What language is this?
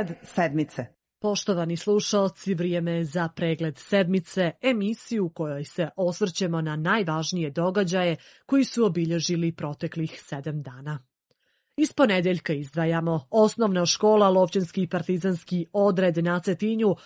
Serbian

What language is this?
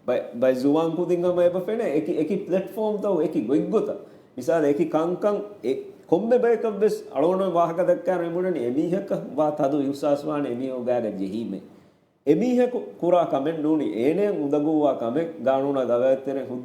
Divehi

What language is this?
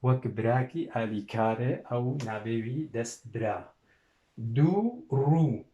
Kurdish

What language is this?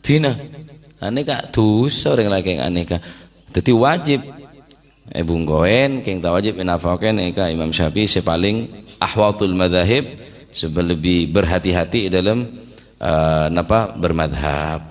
Madurese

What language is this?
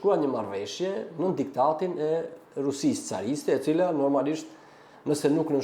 Albanian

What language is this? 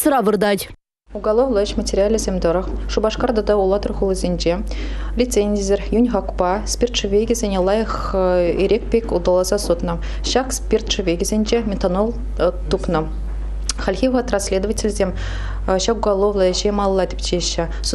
Chuvash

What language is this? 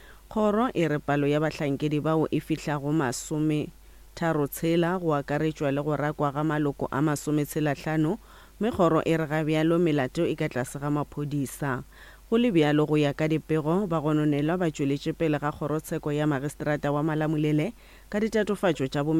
Northern Sotho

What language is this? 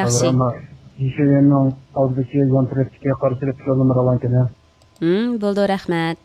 Uyghur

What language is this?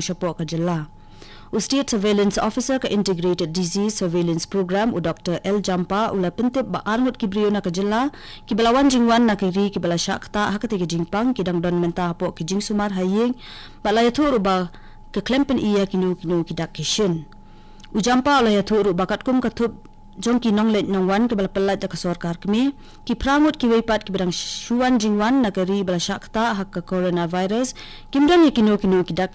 Khasi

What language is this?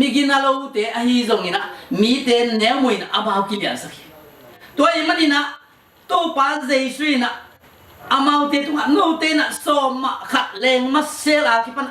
Tedim Chin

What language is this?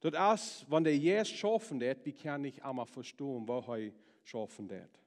Plautdietsch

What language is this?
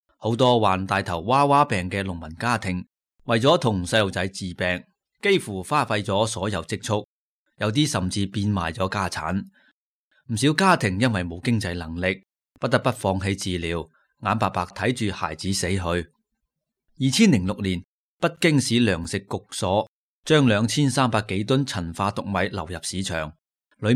Cantonese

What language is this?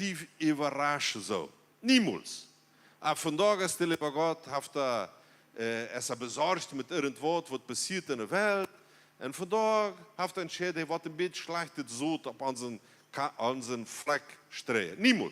Plautdietsch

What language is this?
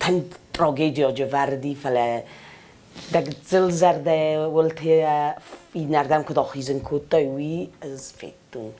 Ossetic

